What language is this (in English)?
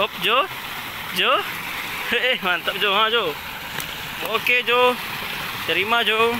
Minangkabau